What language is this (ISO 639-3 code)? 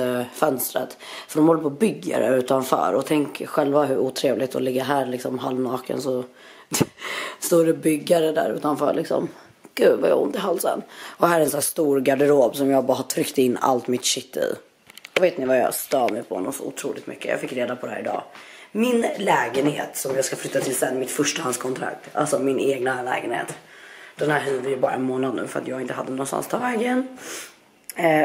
swe